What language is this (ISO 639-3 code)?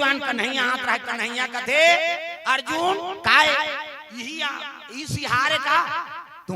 hne